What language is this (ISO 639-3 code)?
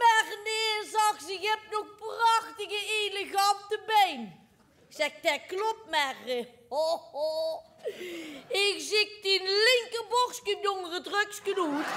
lim